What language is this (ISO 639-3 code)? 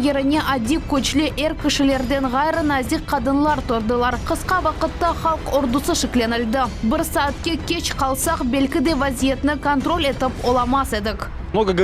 crh